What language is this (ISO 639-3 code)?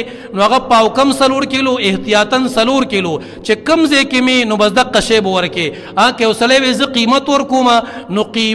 pus